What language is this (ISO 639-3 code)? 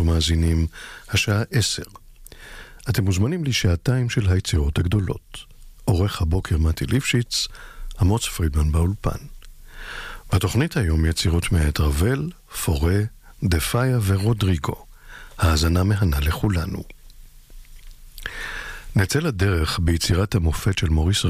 heb